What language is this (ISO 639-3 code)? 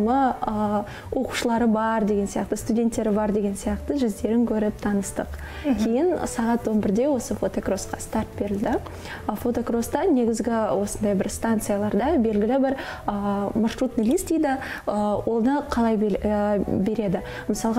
kaz